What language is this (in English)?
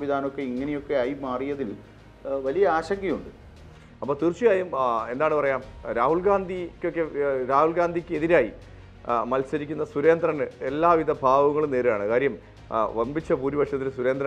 Malayalam